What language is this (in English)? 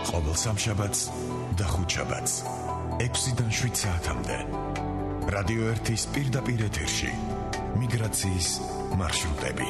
Georgian